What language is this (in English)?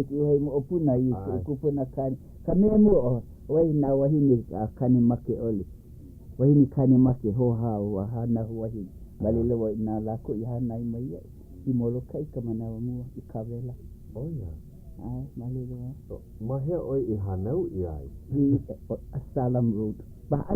Hawaiian